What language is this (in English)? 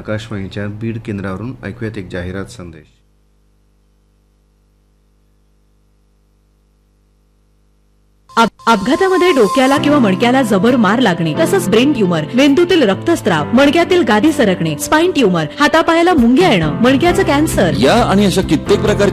Marathi